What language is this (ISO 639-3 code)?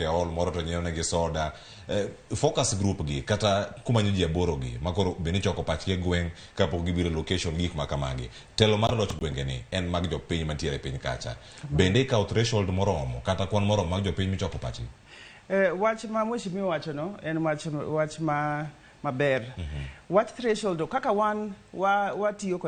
luo